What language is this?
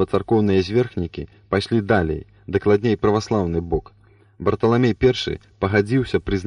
Belarusian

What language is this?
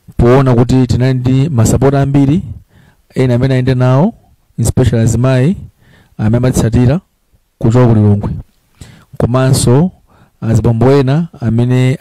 Nyanja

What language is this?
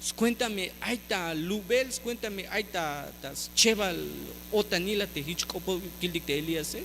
Tzeltal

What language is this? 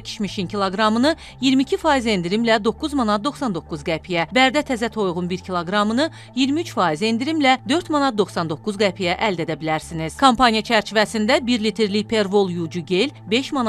Azerbaijani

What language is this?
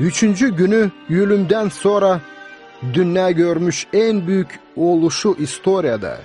Gagauz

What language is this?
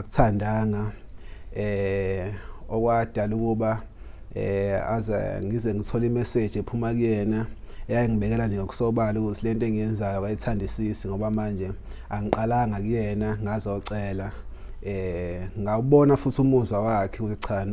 Zulu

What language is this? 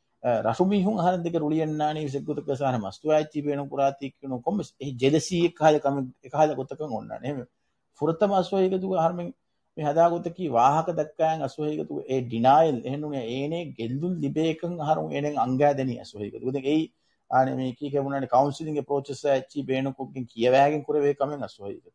Divehi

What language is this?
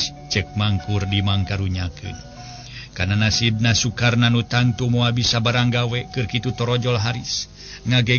Sundanese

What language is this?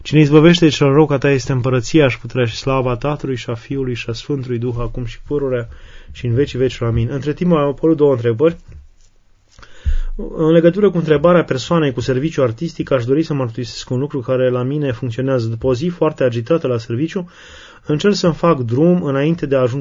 Romanian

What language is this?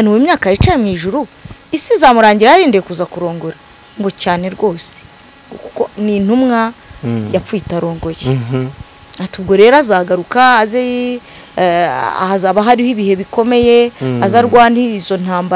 Kinyarwanda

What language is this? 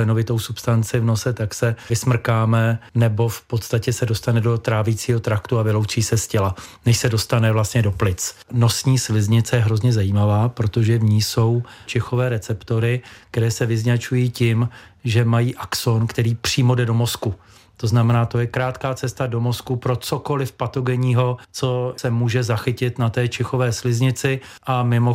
Czech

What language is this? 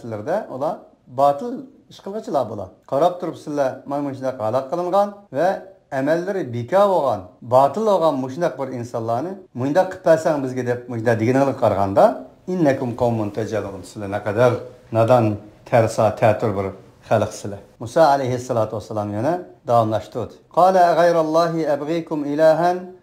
Uyghur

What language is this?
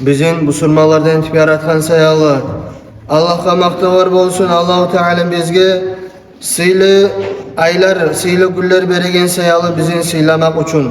Kumyk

